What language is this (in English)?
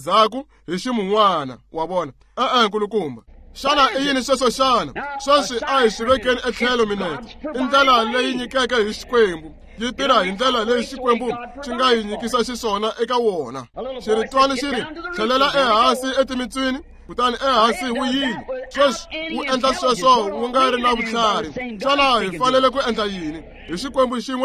Tsonga